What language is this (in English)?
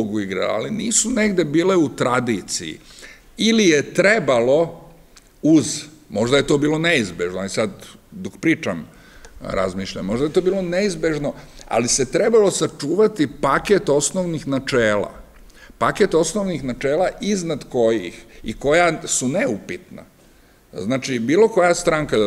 Serbian